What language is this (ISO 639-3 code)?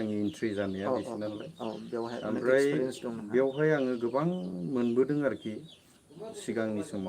brx